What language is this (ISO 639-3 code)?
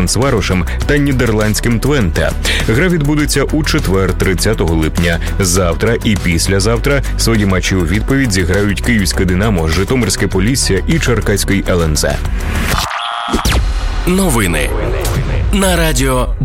ukr